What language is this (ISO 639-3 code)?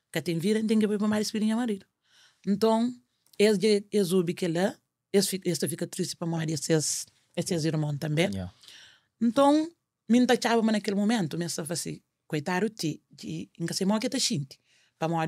kea